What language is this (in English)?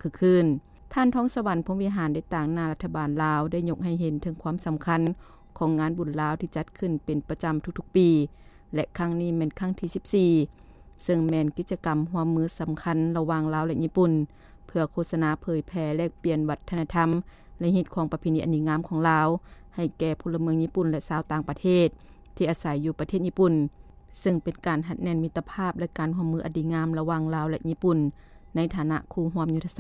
Lao